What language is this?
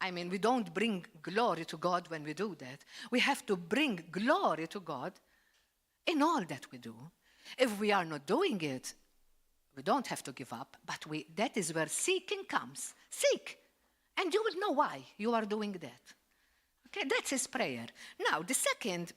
English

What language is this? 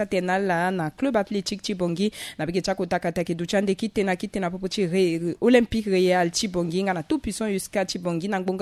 Sango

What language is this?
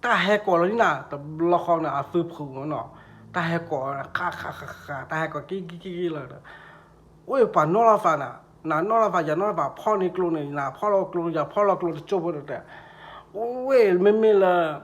S'gaw Karen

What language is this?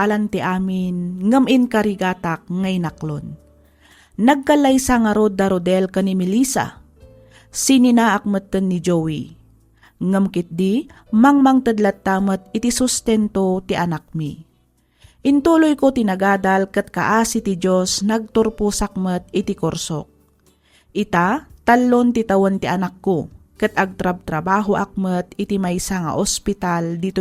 Iloko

